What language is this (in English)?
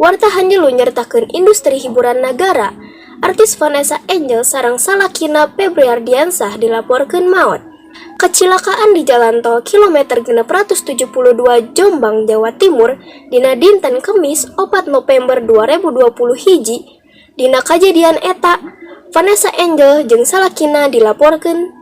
Sundanese